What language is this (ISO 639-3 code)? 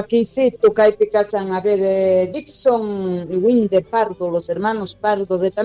que